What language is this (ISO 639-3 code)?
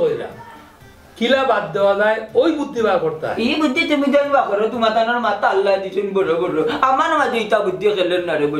syl